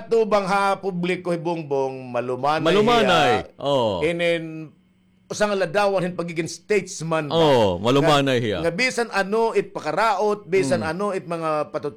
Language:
Waray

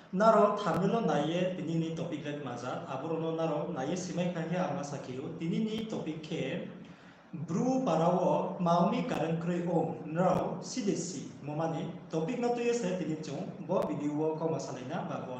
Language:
Riang (India)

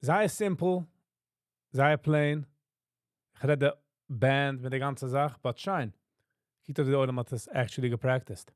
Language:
Yiddish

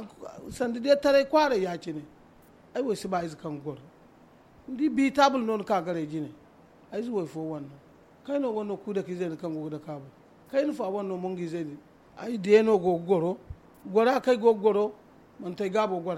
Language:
Zarma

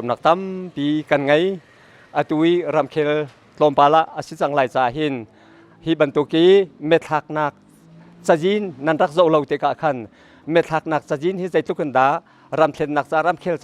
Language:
Hakha Chin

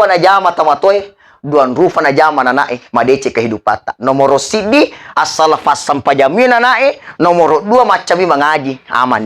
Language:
Buginese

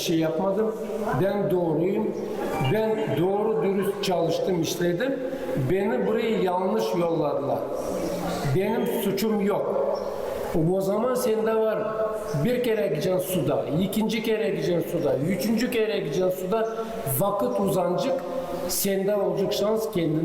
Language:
Gagauz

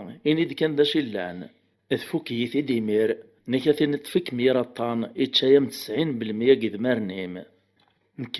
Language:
Kabyle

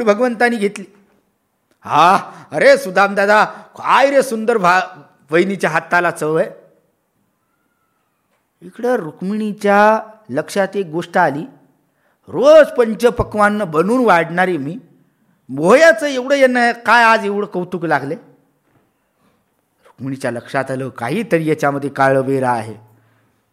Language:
Marathi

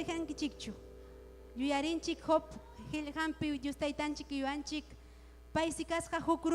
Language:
Ayacucho Quechua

